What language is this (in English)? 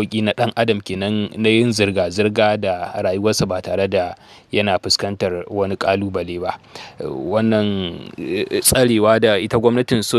Hausa